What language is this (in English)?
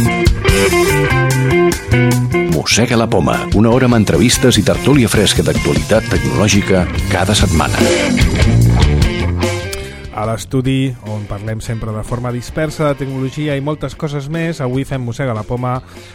Catalan